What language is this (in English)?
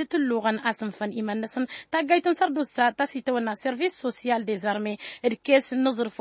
Tamasheq